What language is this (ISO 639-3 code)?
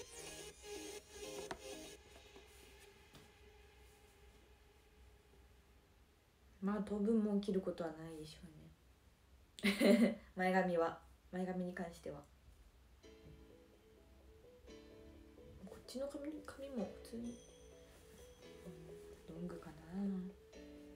jpn